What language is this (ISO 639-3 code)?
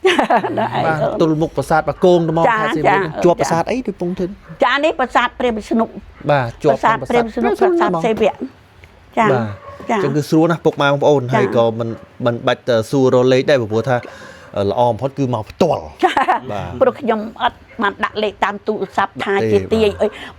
khm